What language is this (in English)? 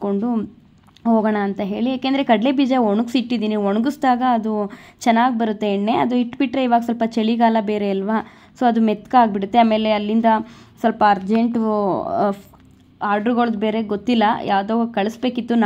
Kannada